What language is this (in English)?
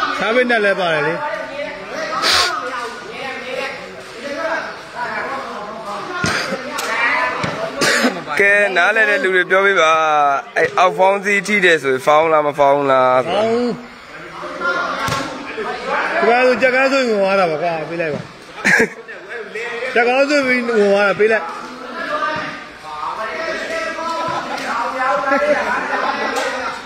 Burmese